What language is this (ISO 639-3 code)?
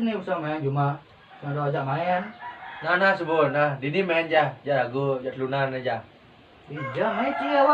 ban